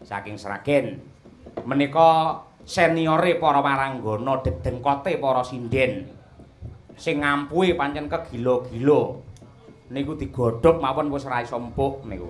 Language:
Javanese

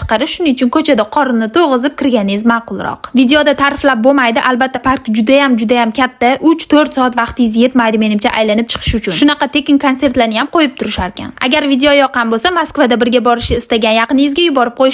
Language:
Uzbek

